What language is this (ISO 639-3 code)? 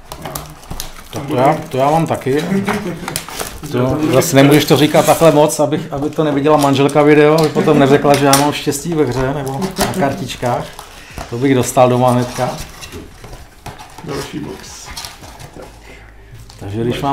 ces